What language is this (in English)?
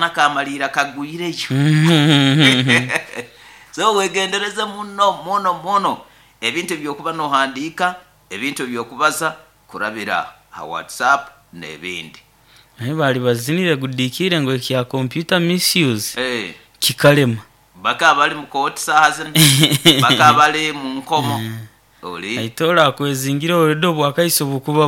Nyoro